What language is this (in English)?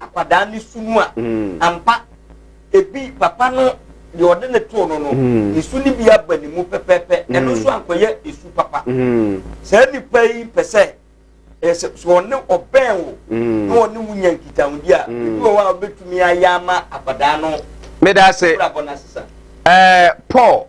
Akan